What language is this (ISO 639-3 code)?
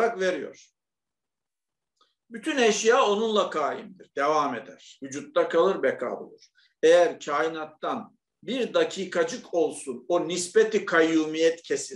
tur